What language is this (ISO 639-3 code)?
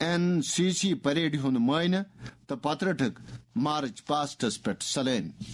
kas